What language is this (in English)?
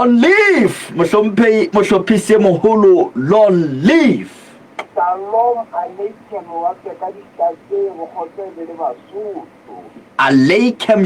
Southern Sotho